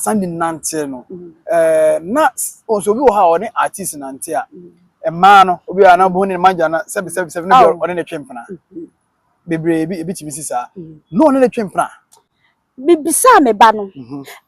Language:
Akan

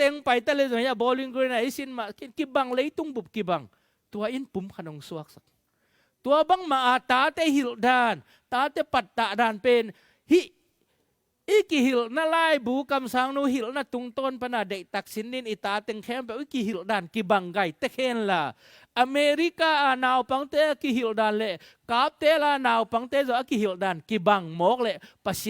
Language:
Tedim Chin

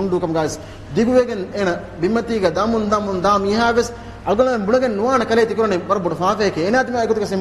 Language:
Divehi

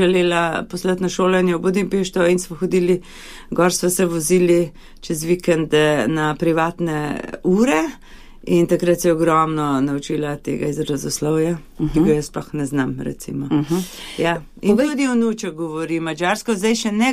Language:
Slovenian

